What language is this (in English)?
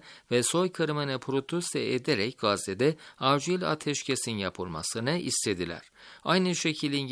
Turkish